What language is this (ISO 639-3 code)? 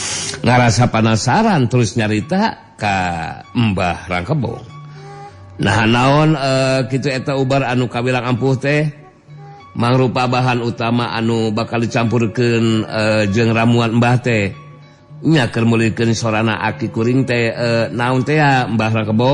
sun